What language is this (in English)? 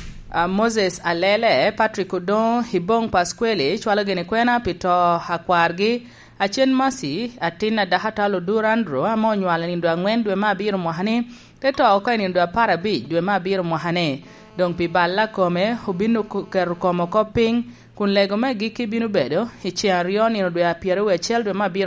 Lango (Uganda)